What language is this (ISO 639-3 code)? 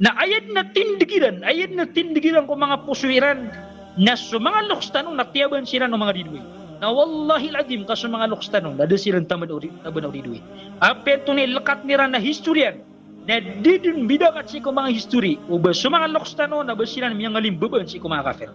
mrw